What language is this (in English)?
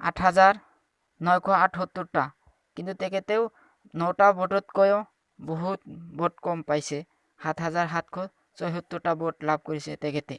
Assamese